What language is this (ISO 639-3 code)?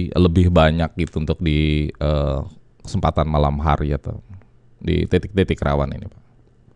ind